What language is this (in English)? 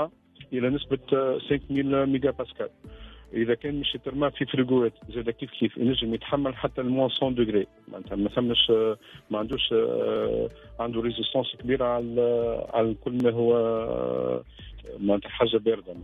Tunisian Arabic